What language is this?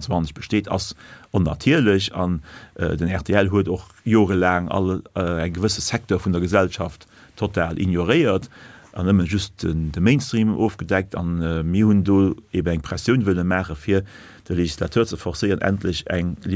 Luxembourgish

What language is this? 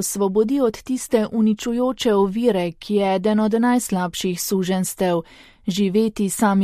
Slovenian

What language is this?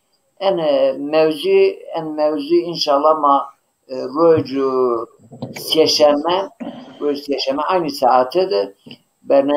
Zaza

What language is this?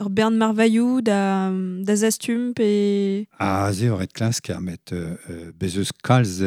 Breton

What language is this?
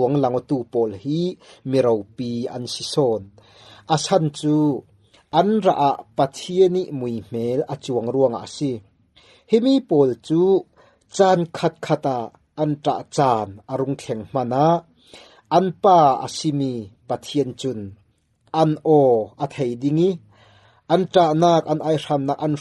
Falam Chin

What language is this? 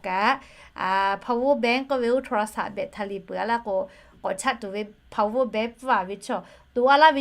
Lahu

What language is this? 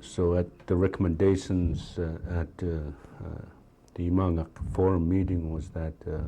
Central Yupik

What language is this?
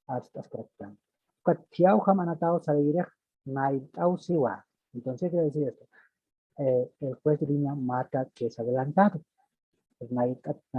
Aymara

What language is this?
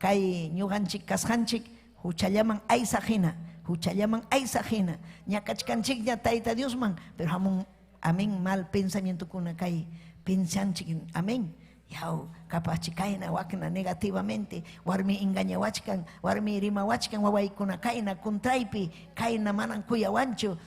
Ayacucho Quechua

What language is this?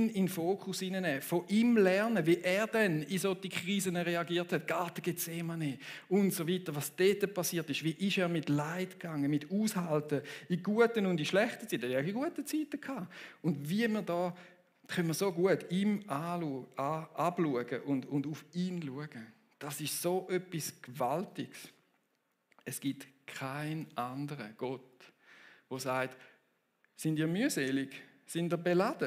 Swiss German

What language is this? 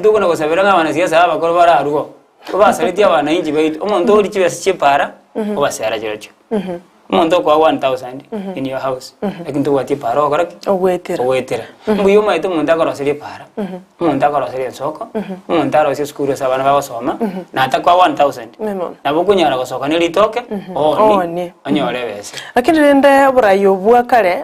Gusii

